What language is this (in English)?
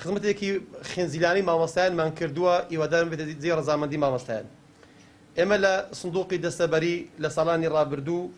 Central Kurdish